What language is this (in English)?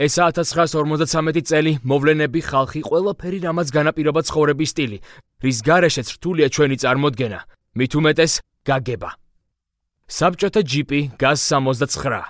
Georgian